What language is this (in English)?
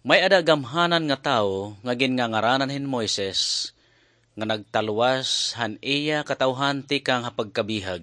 Waray